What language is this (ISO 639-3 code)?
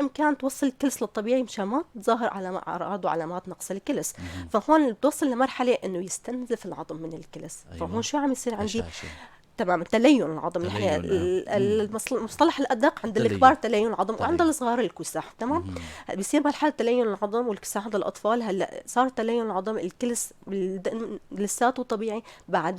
apc